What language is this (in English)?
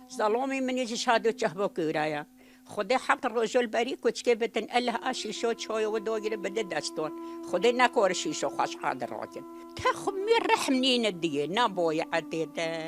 Kurdish